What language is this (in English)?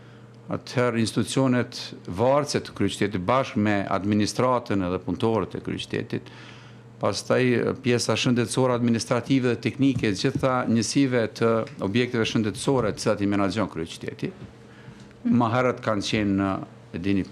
Albanian